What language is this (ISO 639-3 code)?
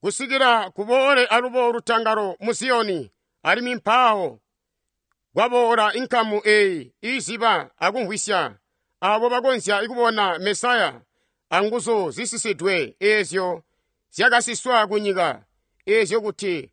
toi